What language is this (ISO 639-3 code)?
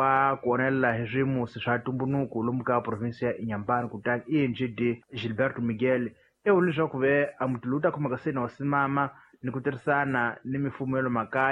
tso